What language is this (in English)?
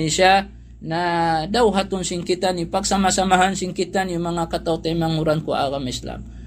Tausug